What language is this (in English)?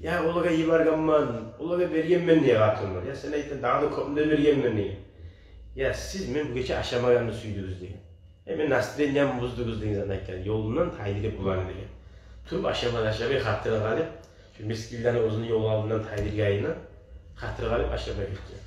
Kumyk